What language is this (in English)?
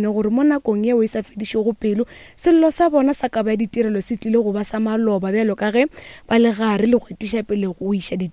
Northern Sotho